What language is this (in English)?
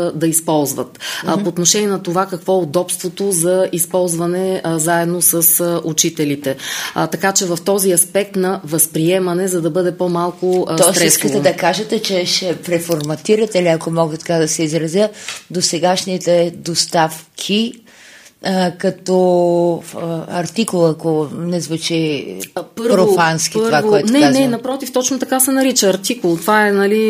Bulgarian